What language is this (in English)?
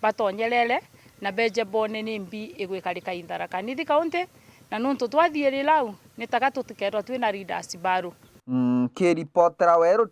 Meru